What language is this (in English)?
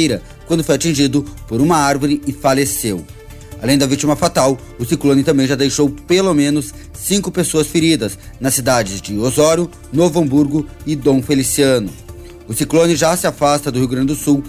Portuguese